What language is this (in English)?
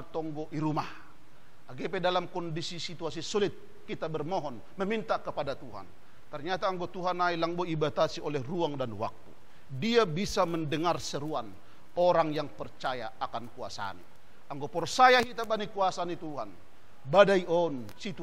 Batak Simalungun